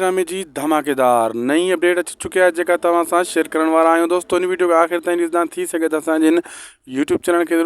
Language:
Sindhi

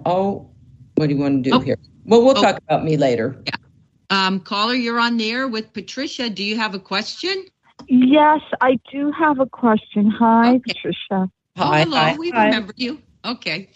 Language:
English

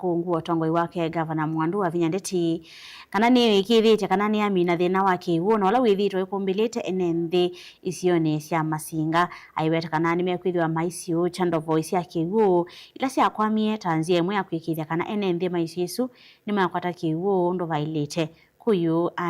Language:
Kamba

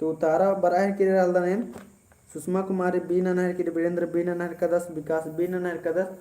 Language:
Kurukh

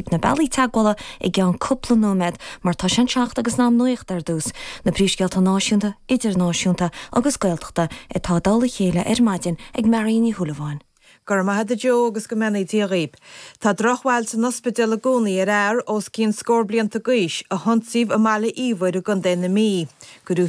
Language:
Irish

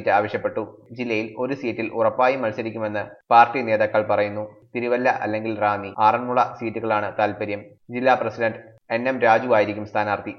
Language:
Malayalam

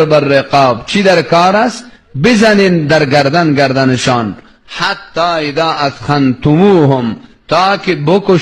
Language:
Persian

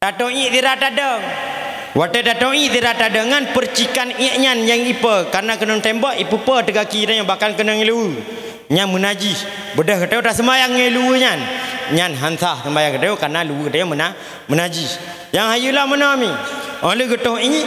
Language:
Achinese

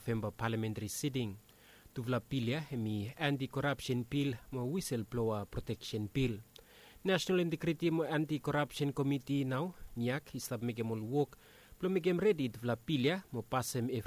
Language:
Bislama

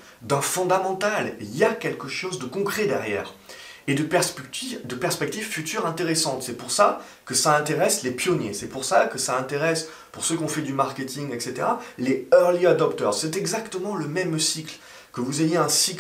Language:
French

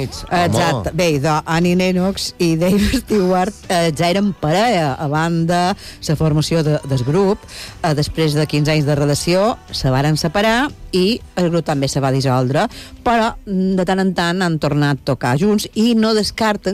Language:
Catalan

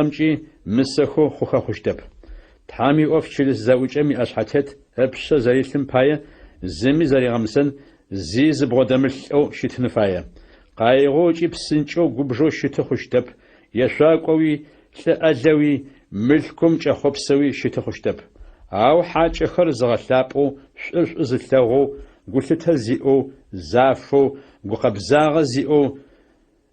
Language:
Adyghe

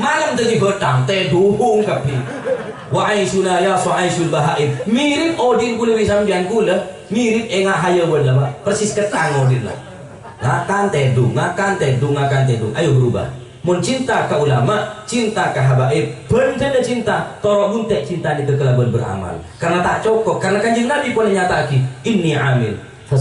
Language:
Madurese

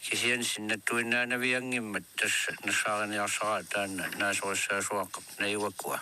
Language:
Kalaallisut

